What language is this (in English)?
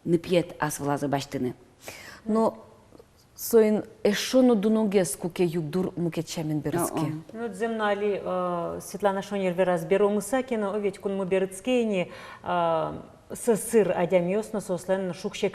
Udmurt